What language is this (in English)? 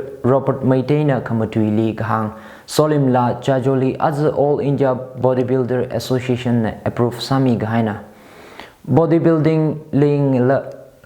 Tangkhul Naga (India)